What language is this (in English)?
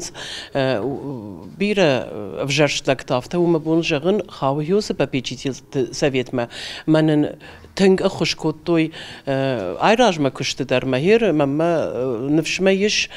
Ossetic